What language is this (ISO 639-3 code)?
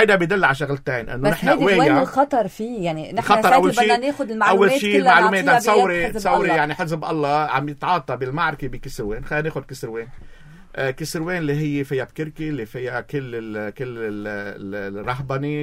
apc